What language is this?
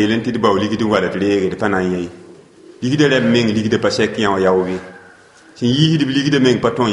Mossi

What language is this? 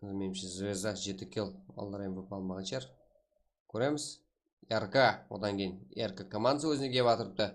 Kara-Kalpak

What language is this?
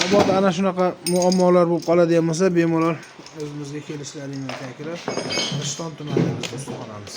Uzbek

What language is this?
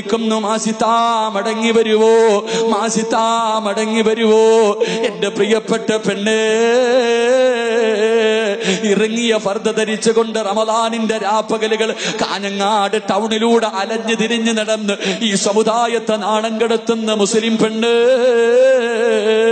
Malayalam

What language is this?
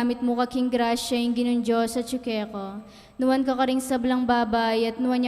Pampanga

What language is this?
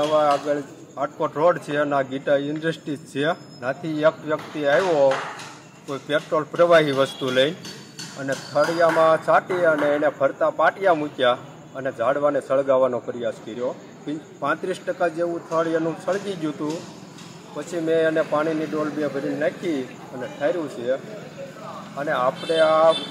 Gujarati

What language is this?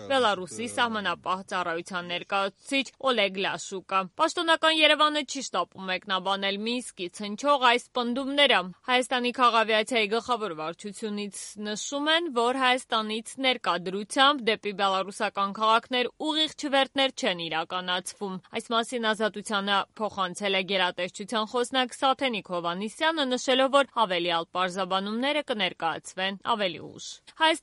Armenian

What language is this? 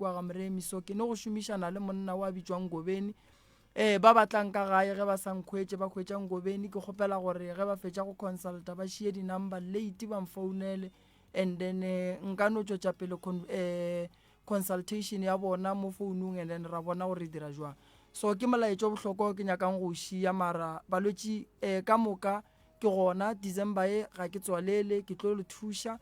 Northern Sotho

